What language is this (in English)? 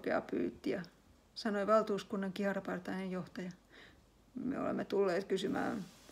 Finnish